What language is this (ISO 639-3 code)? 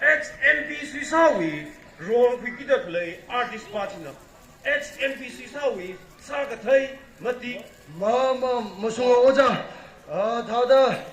nmf